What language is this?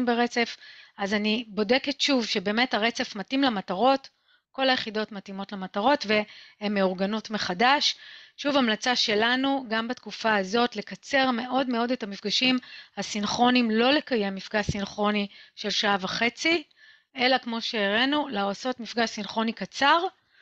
Hebrew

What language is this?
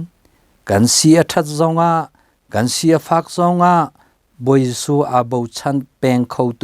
Hakha Chin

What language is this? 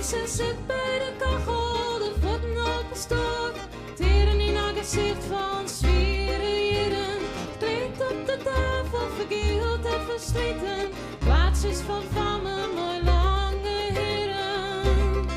Western Frisian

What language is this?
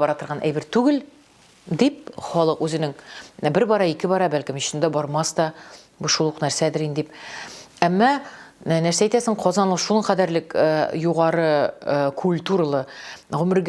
Tatar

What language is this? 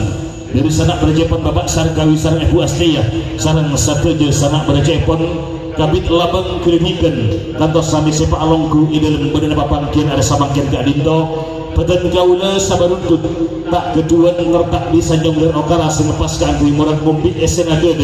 Madurese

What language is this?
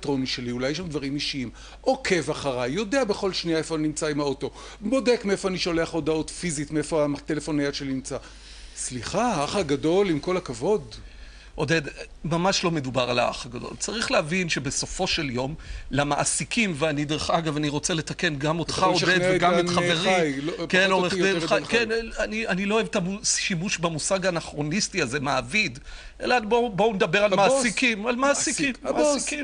Hebrew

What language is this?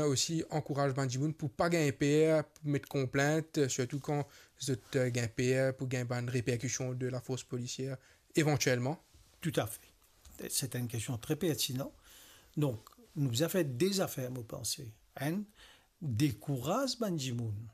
Morisyen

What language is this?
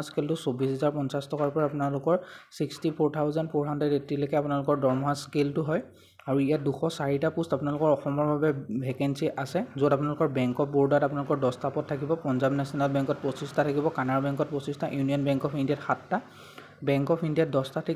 Assamese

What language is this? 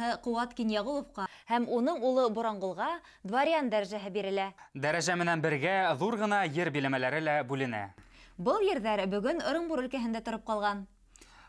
Bashkir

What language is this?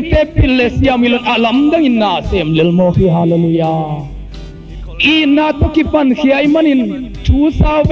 Tedim Chin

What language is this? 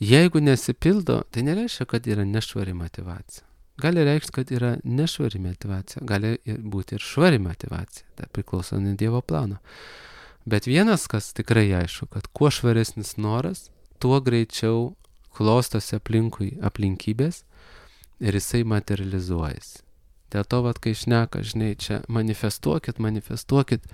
Lithuanian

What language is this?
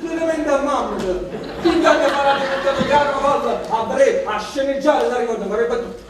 Neapolitan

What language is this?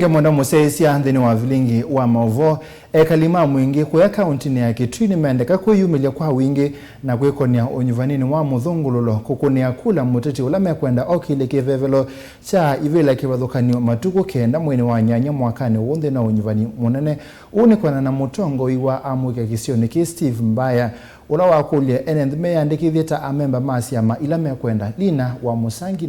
Kamba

